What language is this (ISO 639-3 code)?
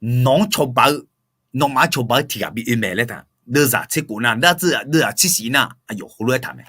ahk